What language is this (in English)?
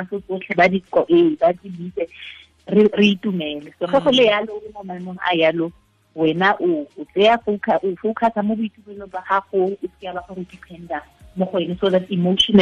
Tswana